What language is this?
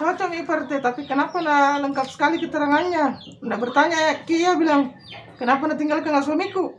Makassar Malay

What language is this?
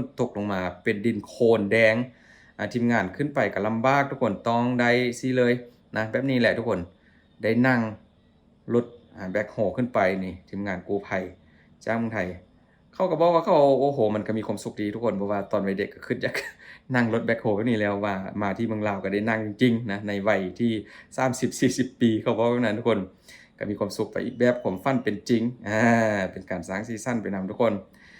Lao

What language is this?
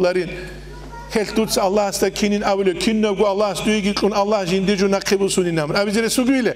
Avaric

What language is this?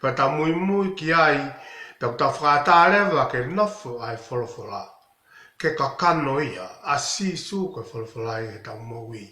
Tongan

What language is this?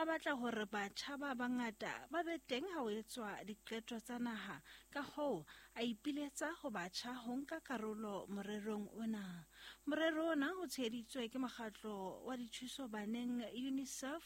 Southern Sotho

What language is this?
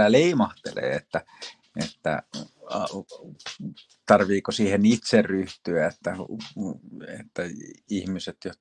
Finnish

